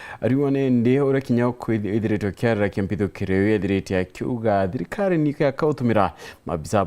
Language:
Meru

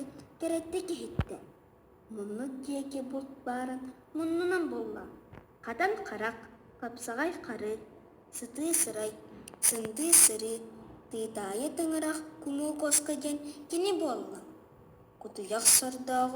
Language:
Yakut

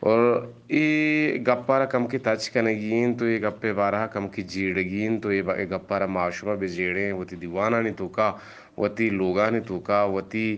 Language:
Eastern Balochi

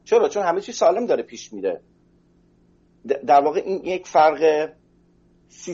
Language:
Persian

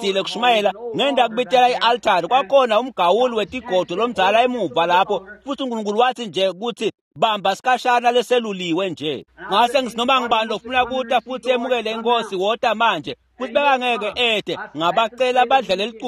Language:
Swati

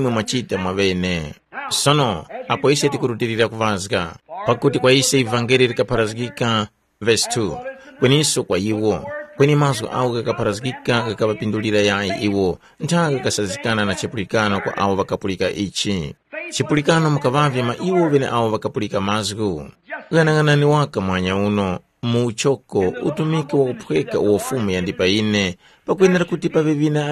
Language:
Tumbuka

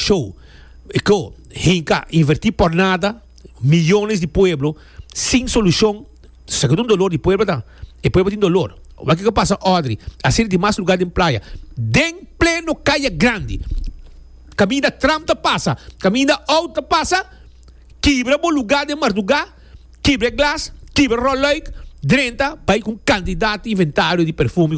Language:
Papiamento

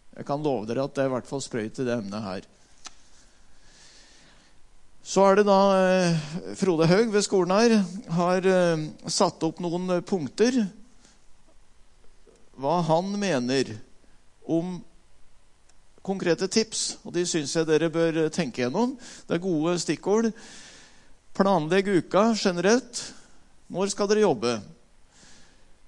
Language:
Norwegian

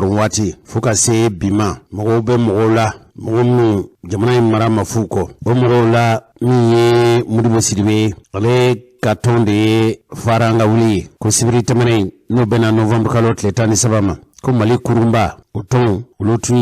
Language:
Bambara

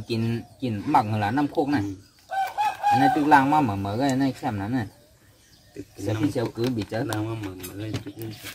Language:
Shan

